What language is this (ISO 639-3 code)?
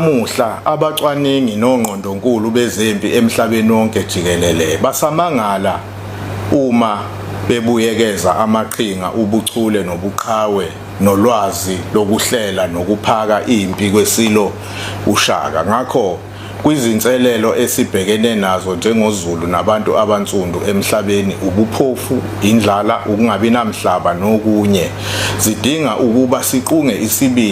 zul